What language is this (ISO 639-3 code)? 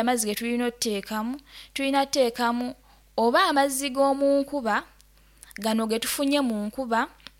nyo